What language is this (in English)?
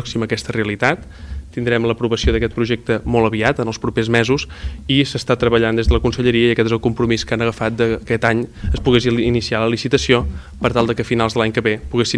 Catalan